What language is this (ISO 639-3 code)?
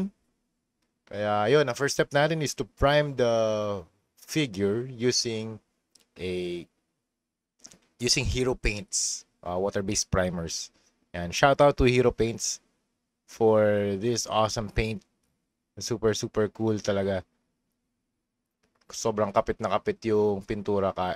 fil